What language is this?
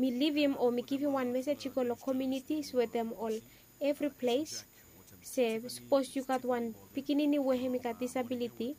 Bislama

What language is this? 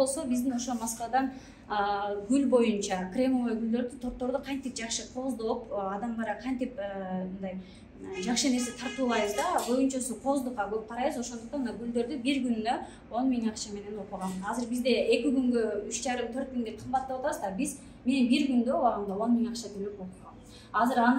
Kyrgyz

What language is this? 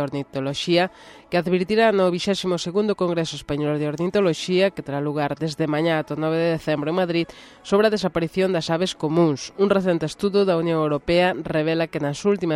Galician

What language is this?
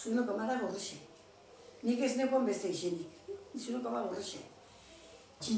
Basque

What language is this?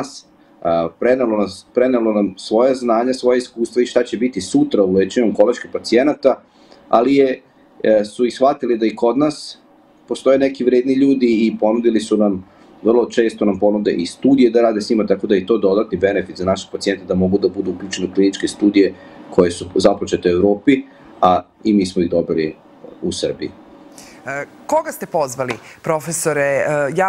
Serbian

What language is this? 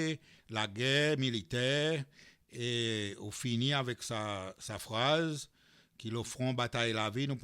Seselwa Creole French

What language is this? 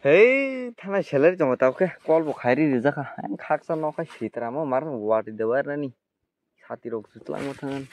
Kok Borok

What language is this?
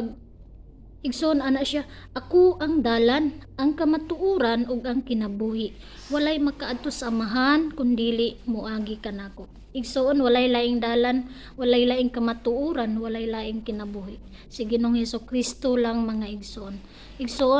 Cebuano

